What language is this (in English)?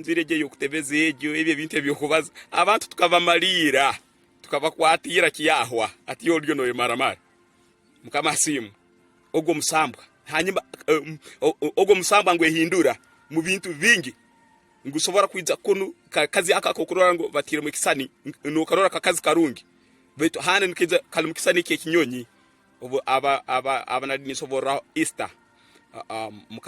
Tooro